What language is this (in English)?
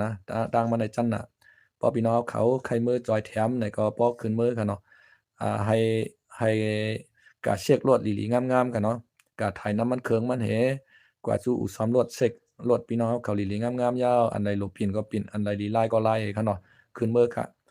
Shan